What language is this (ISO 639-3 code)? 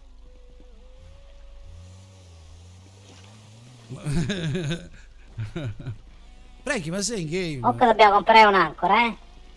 ita